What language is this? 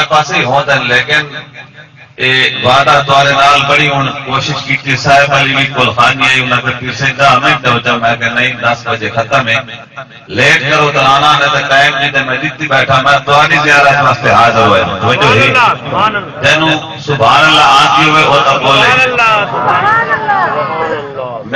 Saraiki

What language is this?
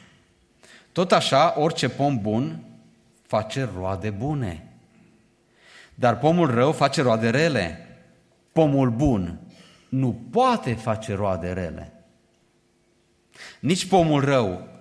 Romanian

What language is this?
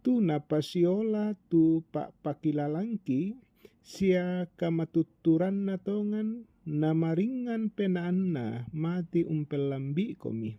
Toraja-Sa'dan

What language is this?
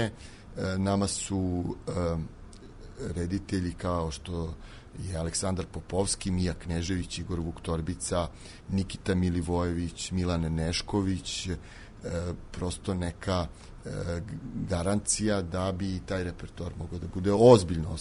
Serbian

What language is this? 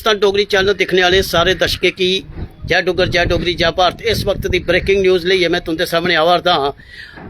Dogri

